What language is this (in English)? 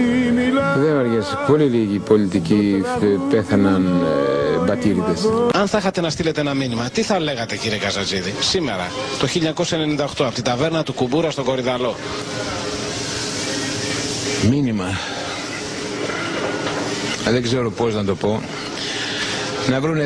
Greek